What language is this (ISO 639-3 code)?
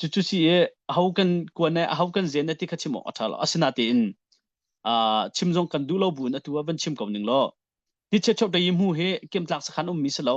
cnh